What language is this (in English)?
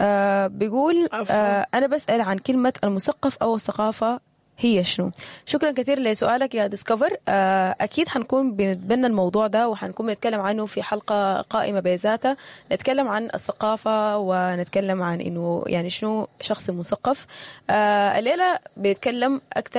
Sudanese Arabic